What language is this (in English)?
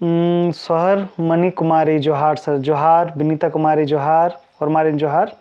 Kurukh